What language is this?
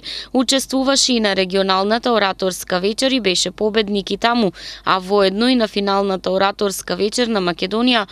Macedonian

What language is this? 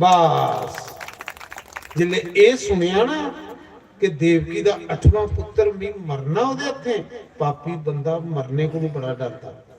Dogri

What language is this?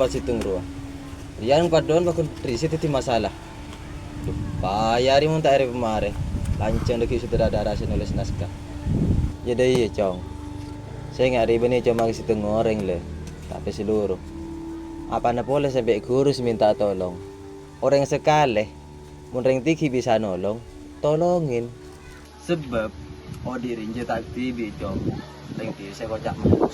Madurese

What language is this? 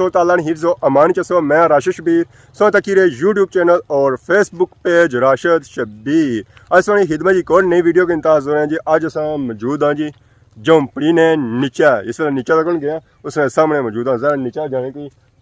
Pahari-Potwari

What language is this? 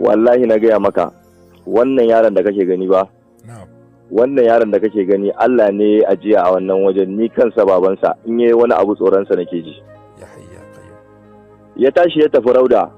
Hausa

